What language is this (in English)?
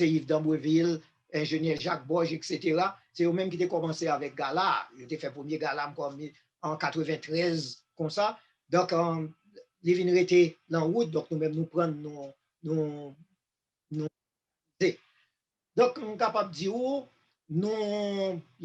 Haitian Creole